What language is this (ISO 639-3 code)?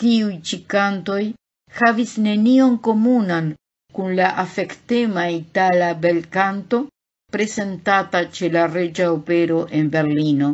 epo